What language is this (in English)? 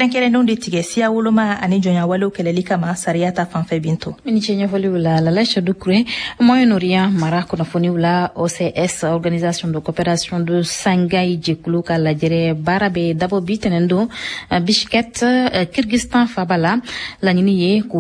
Bambara